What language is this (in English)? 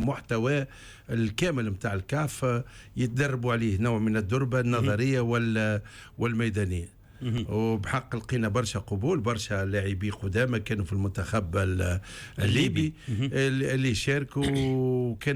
Tunisian Arabic